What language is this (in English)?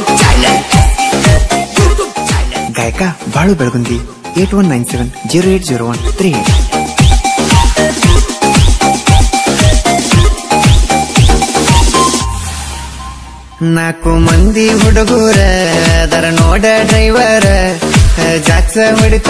Kannada